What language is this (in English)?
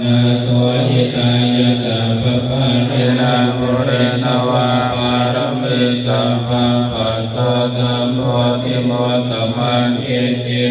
Pali